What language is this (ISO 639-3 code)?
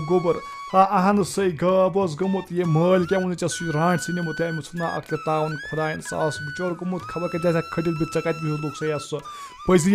kas